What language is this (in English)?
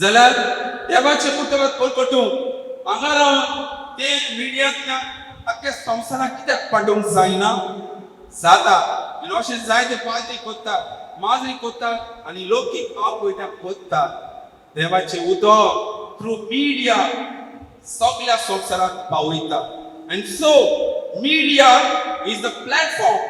Konkani